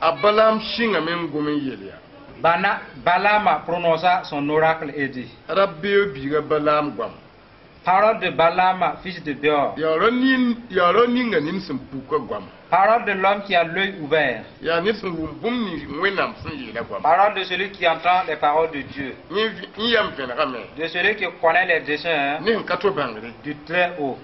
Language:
Mossi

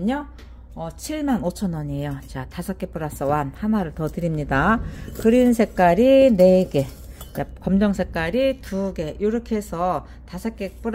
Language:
Korean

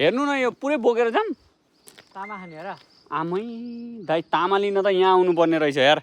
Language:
Nepali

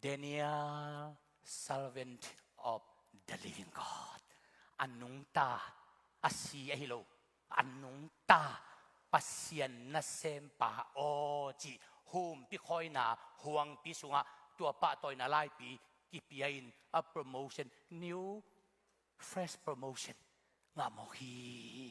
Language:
Tedim Chin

